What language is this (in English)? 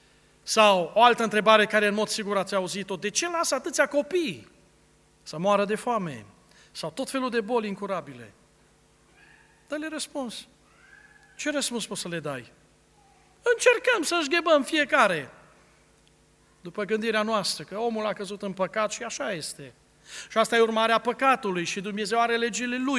Romanian